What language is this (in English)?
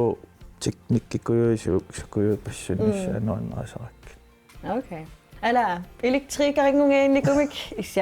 Kalaallisut